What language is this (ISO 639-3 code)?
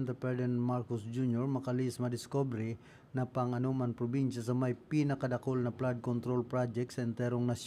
bik